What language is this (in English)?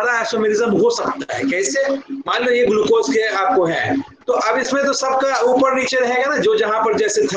Hindi